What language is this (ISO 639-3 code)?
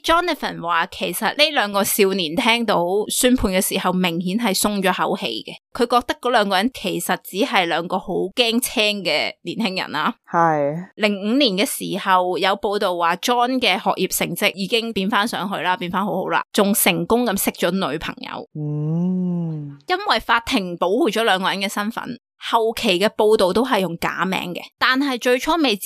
yue